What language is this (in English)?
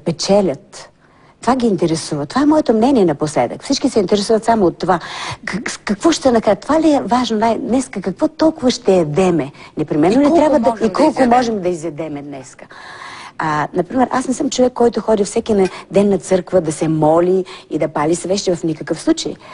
Bulgarian